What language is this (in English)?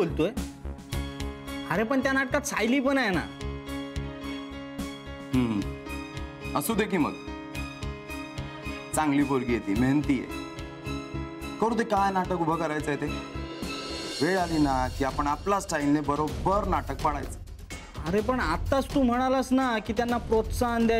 Marathi